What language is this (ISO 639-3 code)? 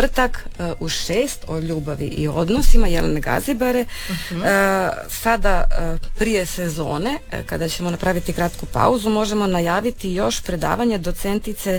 hrv